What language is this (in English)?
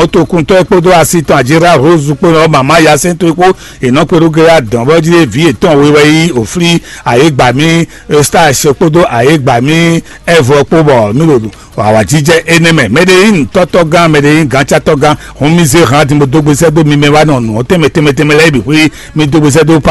Fon